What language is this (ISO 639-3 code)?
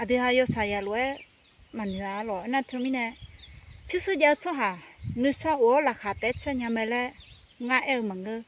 ahk